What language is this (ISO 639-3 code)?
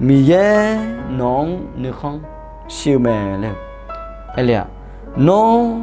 ahk